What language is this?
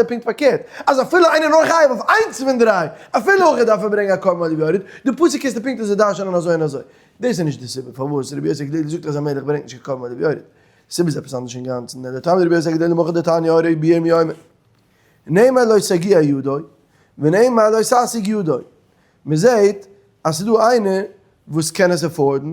Yiddish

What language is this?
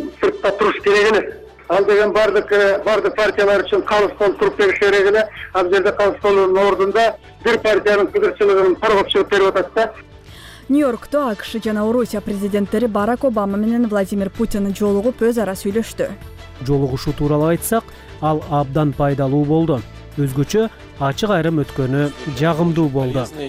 Kyrgyz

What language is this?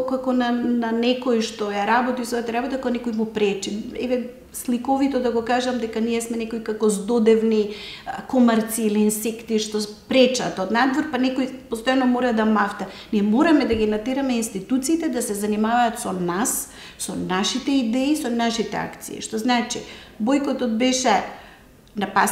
Macedonian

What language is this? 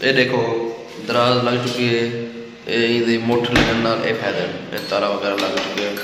Saraiki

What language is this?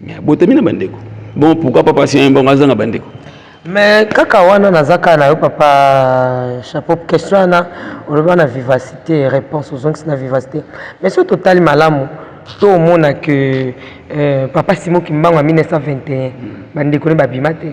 Lingala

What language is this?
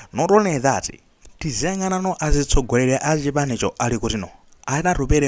Nyanja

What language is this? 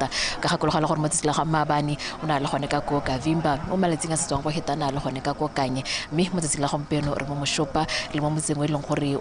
Tswana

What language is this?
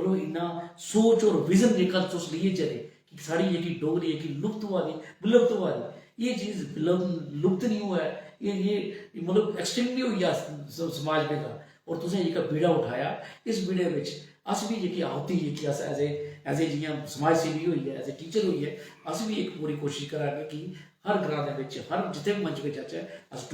Dogri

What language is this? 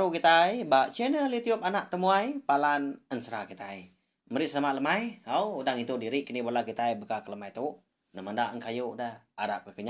Iban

